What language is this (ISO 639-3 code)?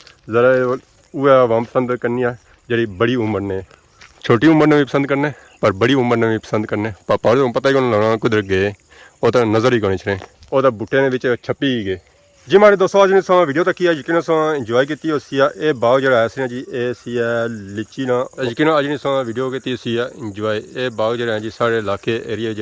phr